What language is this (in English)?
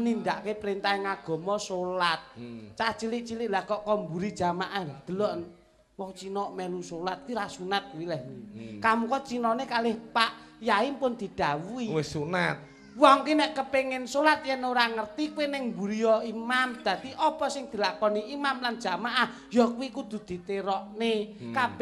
Javanese